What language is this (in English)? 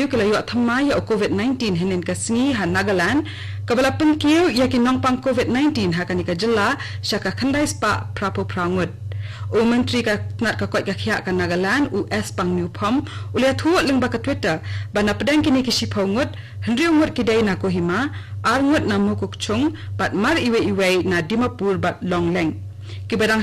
Khasi